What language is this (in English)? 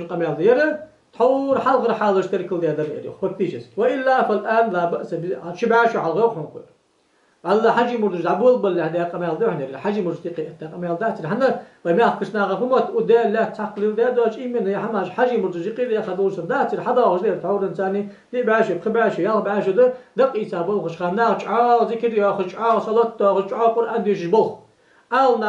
Ingush